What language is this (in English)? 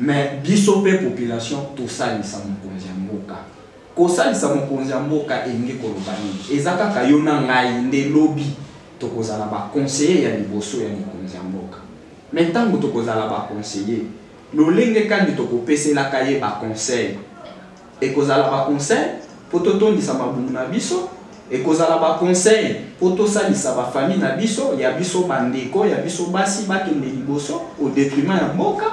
Lingala